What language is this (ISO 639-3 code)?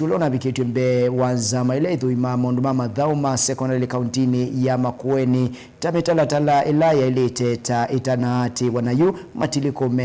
kam